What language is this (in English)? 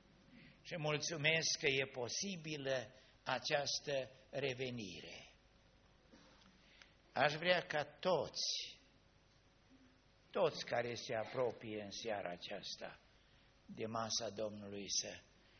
Romanian